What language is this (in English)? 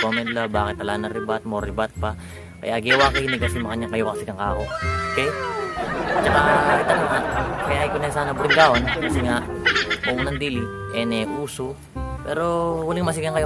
Pampanga